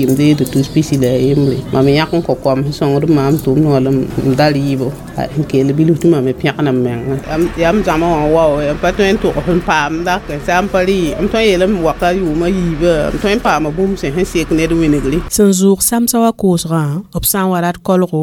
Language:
Mossi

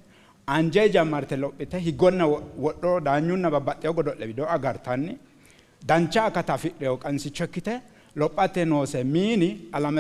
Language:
Sidamo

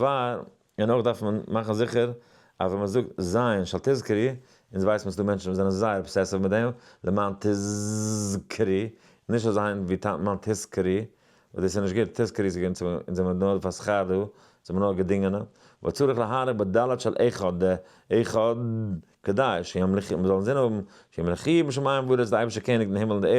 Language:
Yiddish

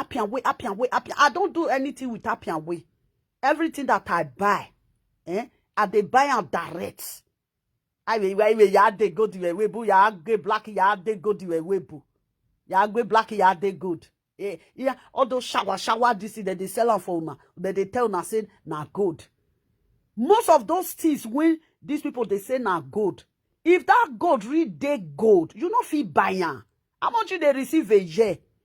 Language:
Nigerian Pidgin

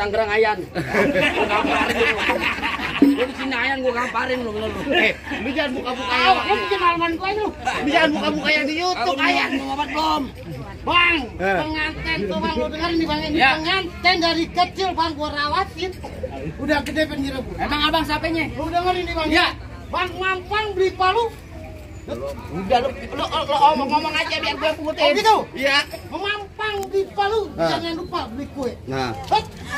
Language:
Betawi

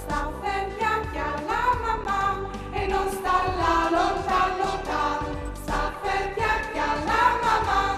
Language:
Friulian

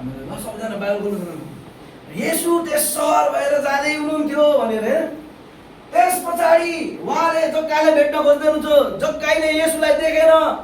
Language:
Nepali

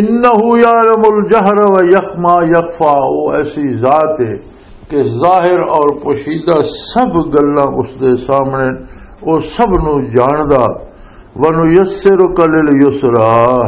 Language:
Western Panjabi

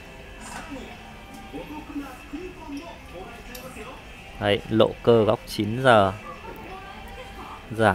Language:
Vietnamese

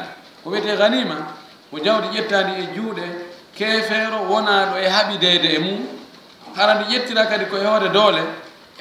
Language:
Fula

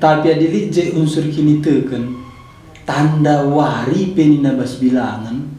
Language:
Batak Karo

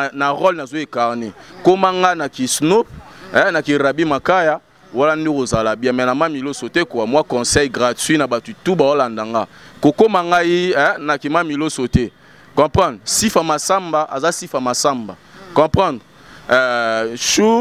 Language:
Lingala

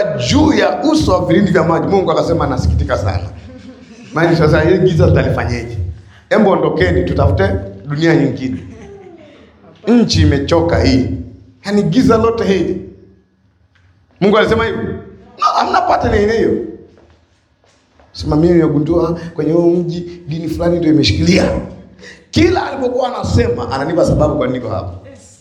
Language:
Swahili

